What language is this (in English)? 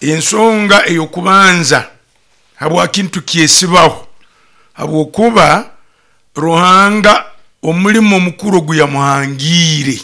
Nyoro